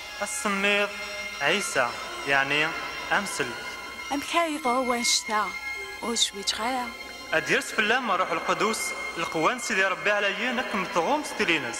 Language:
Kabyle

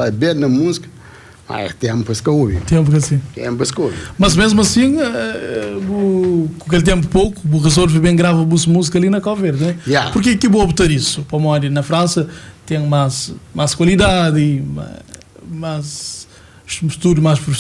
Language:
Kabuverdianu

